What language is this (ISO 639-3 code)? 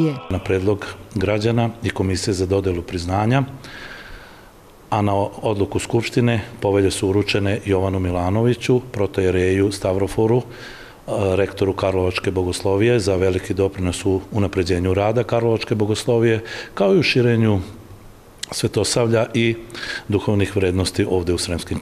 srp